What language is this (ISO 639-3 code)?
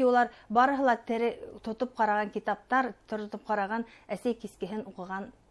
bak